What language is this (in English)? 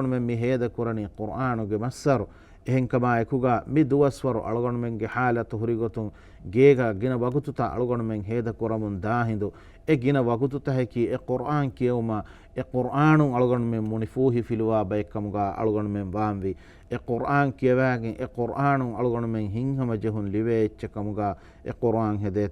Divehi